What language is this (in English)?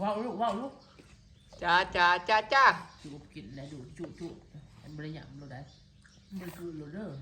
Northeastern Thai